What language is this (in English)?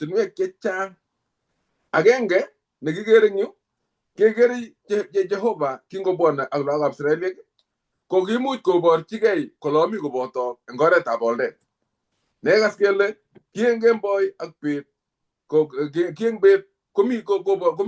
Kalenjin